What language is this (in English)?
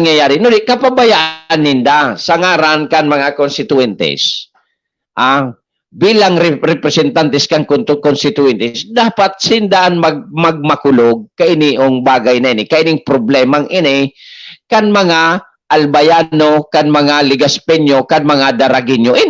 Bikol